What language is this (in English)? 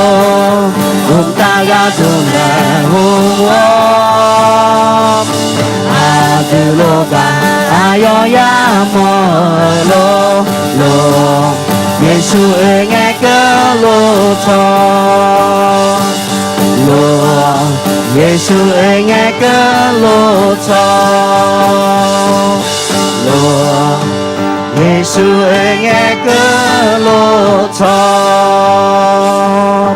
Akha